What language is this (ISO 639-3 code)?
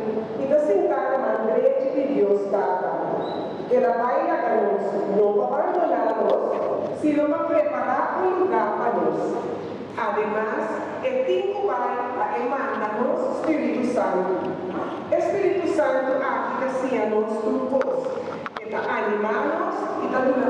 pap